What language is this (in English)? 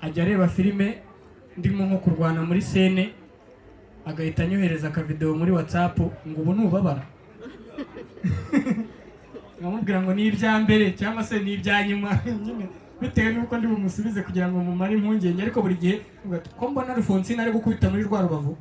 Kinyarwanda